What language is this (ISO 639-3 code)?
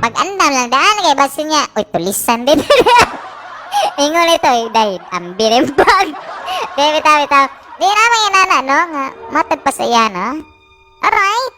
ceb